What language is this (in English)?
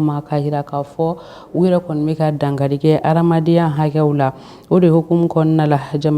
Bambara